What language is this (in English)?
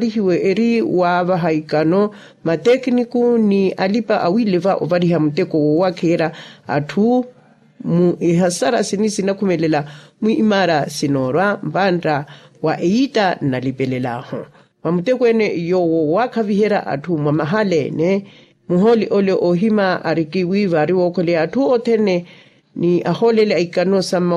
Makhuwa